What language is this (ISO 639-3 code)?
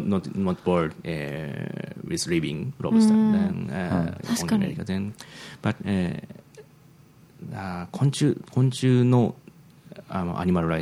jpn